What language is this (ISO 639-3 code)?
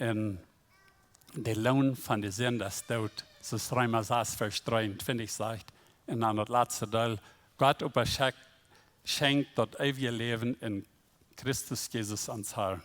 pdt